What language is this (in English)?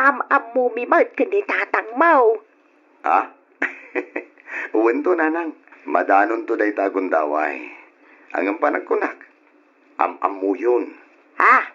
Iloko